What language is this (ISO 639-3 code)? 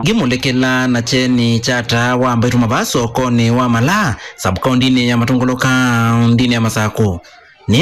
kam